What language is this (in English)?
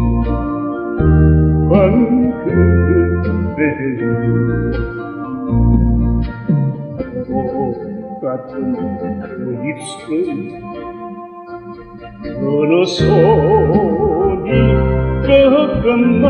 Korean